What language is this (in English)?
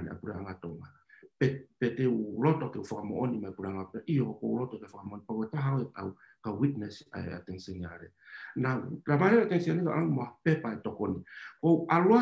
Tongan